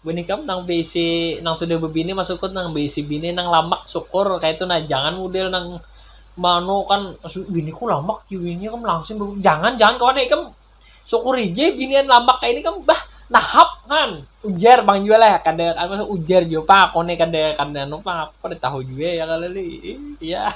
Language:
Banjar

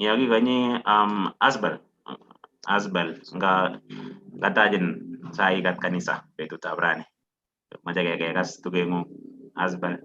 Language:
Kalenjin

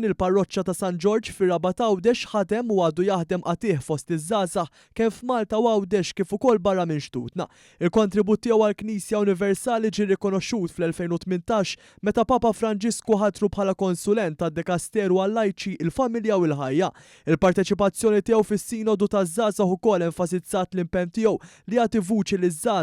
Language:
Maltese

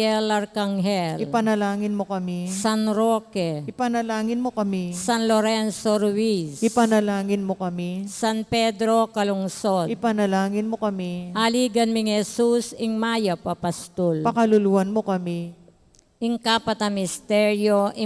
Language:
Pampanga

